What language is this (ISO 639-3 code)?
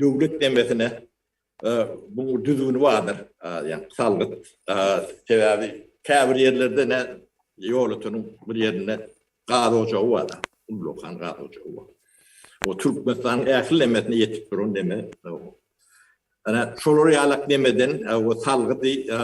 tuk